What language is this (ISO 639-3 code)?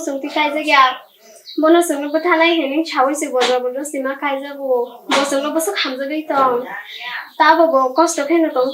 trp